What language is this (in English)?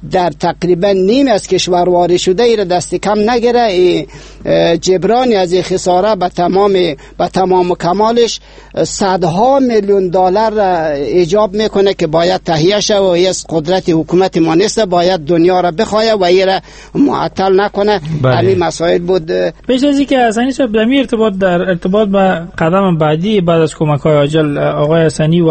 Persian